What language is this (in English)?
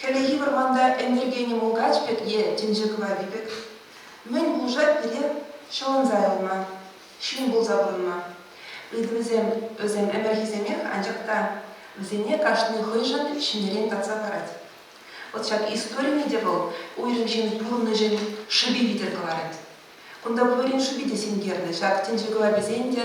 Chuvash